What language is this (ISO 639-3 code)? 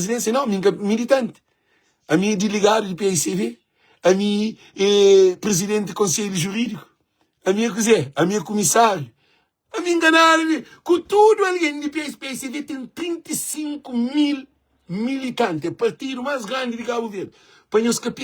kea